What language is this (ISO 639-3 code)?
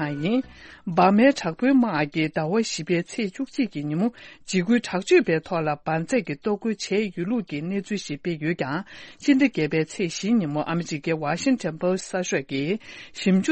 bod